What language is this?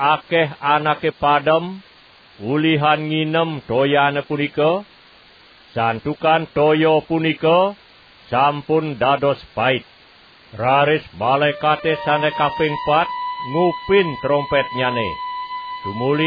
Balinese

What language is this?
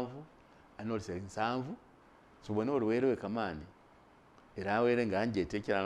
Masaaba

